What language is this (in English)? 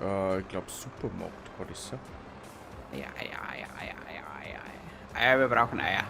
Bavarian